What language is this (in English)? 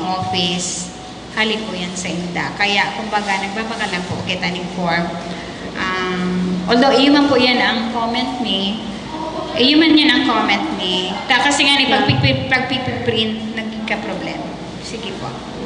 Bikol